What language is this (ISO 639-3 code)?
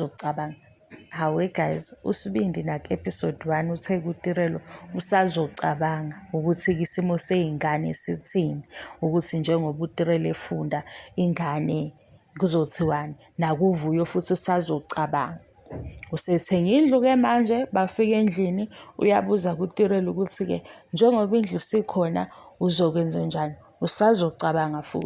zul